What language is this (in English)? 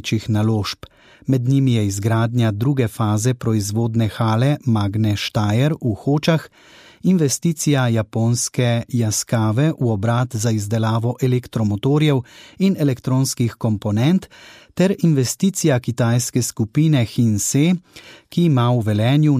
Slovenian